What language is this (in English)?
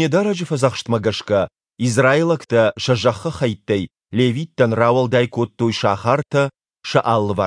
Ossetic